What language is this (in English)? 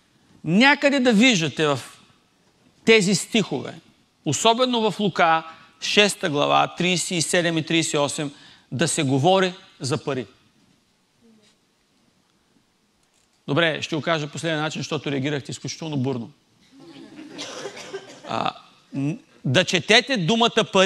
Bulgarian